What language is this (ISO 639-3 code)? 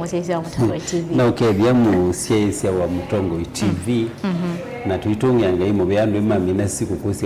kam